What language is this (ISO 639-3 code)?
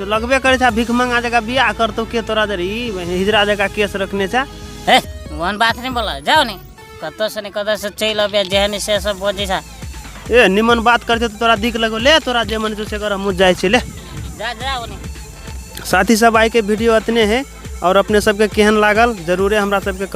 mai